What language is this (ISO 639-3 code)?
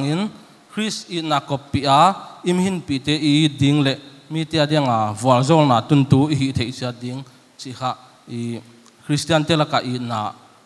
pck